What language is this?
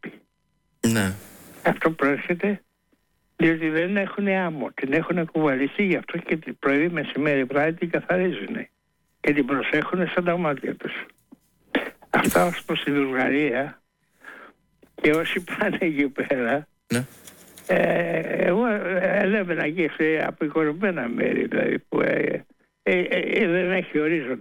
Greek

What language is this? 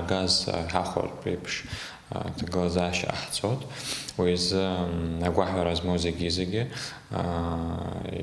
Abkhazian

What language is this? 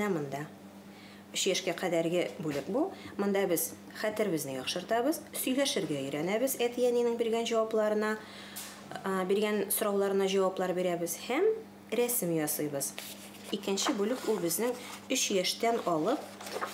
Tatar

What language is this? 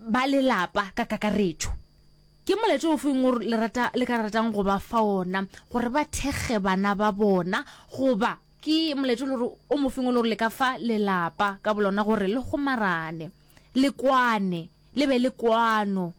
Northern Sotho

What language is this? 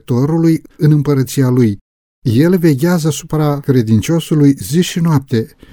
Romanian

